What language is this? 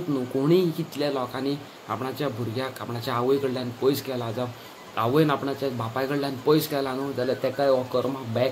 Konkani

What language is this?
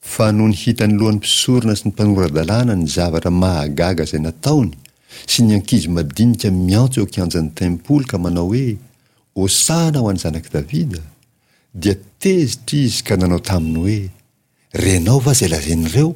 Malagasy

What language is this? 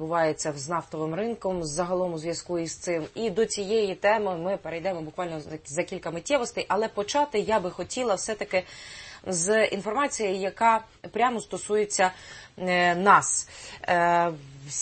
Ukrainian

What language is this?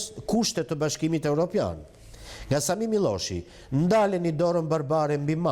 Albanian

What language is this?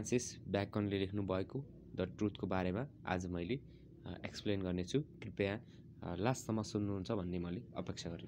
Nepali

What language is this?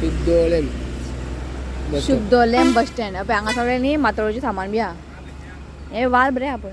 Konkani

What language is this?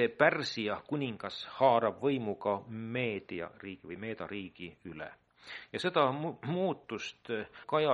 Estonian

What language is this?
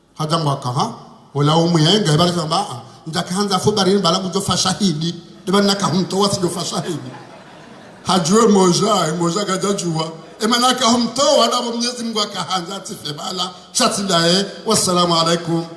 Ngazidja Comorian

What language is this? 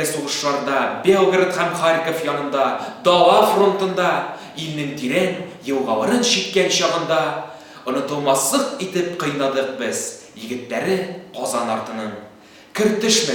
Tatar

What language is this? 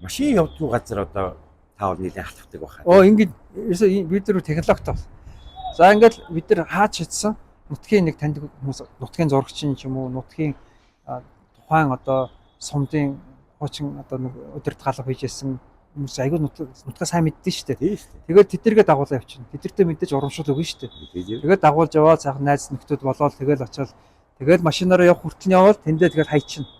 Mongolian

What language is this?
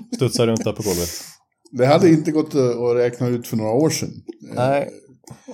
Swedish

